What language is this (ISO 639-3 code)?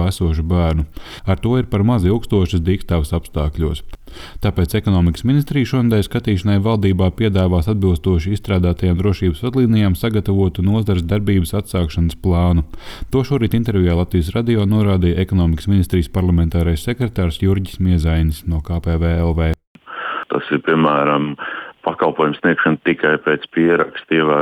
lav